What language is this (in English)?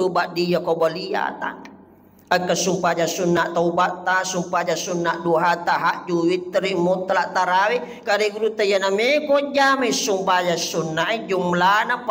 Buginese